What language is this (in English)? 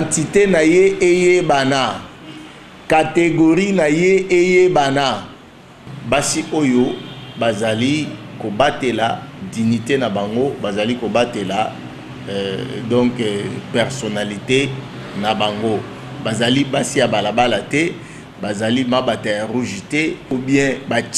Lingala